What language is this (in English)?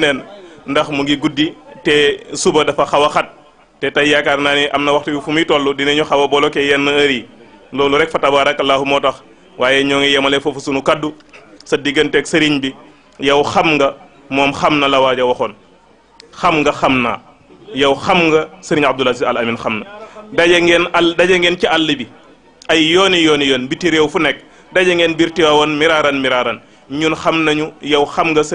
Wolof